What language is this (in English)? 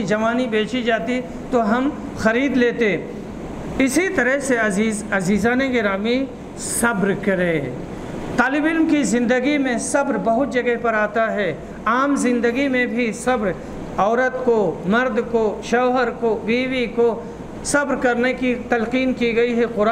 Urdu